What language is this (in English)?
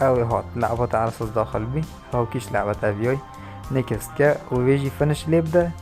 Kurdish